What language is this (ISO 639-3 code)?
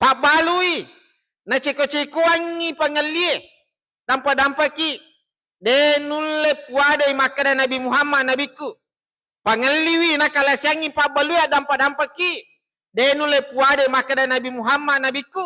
bug